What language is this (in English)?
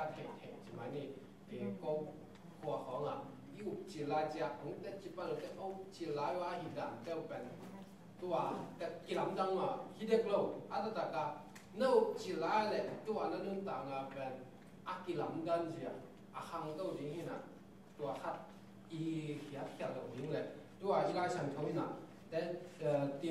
Tedim Chin